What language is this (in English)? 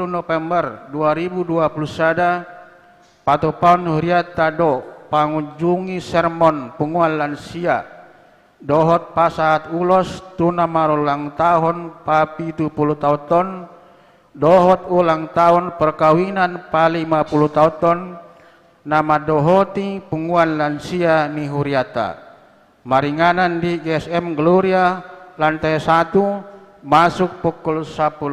Batak Toba